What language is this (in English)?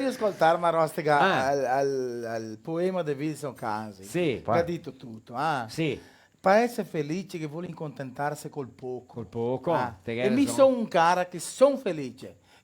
Venetian